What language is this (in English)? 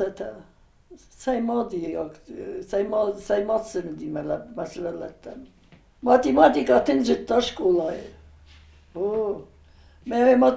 Ossetic